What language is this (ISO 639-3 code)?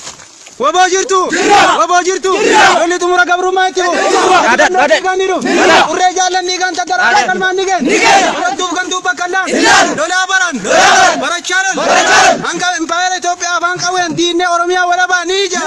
orm